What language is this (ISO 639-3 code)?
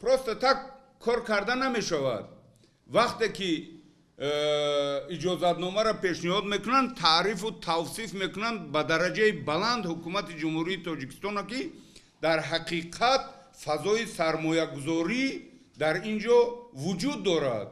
tgk